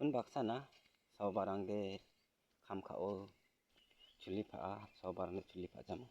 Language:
Garo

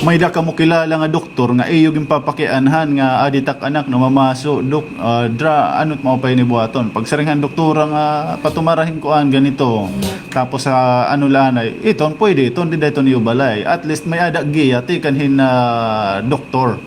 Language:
Waray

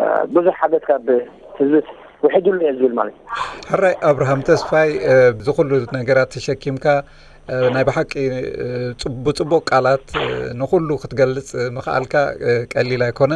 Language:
Tigrinya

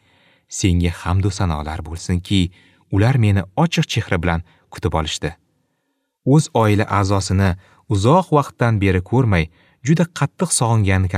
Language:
Uzbek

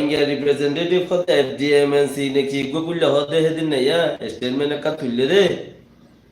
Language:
Rohingya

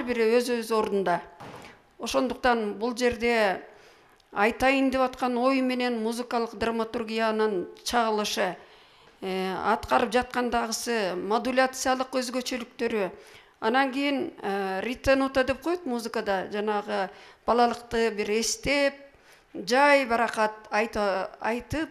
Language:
Kyrgyz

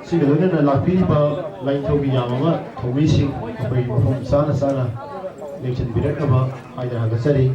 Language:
Manipuri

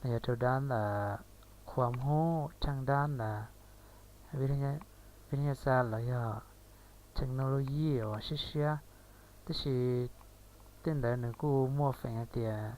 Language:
Hmong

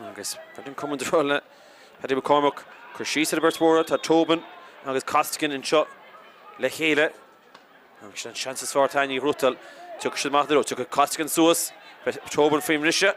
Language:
Irish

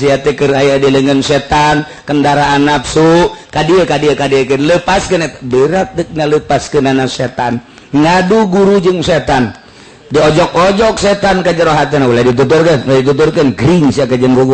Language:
Sundanese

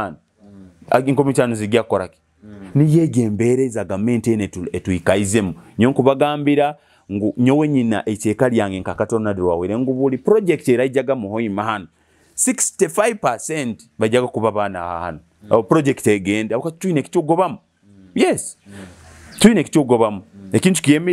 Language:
Nyoro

